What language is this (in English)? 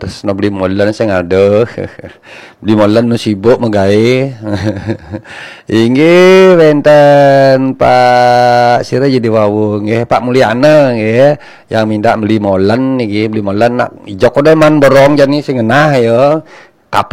Balinese